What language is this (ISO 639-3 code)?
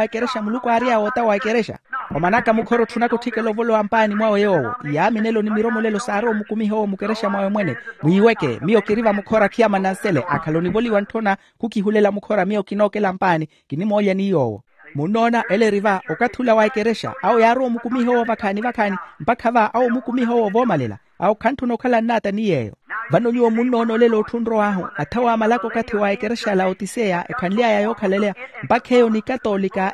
vmw